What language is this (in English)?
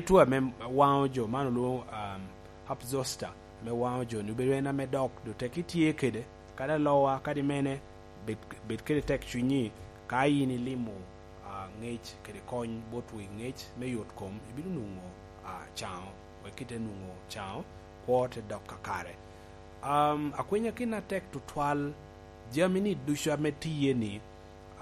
Lango (Uganda)